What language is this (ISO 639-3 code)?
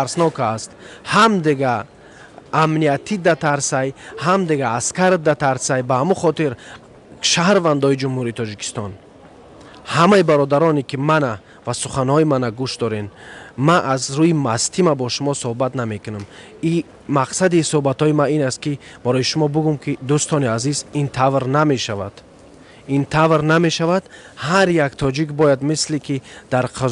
tgk